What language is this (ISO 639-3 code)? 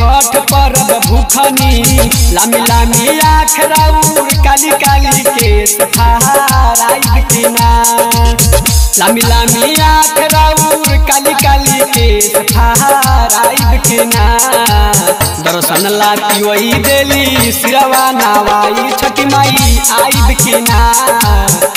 bho